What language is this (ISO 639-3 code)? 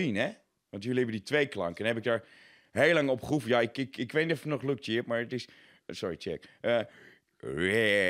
fry